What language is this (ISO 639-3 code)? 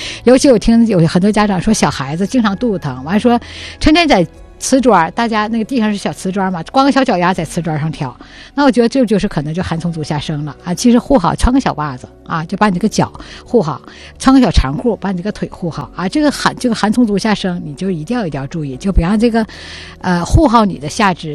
zho